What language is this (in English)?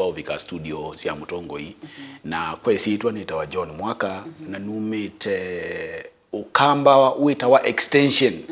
Kamba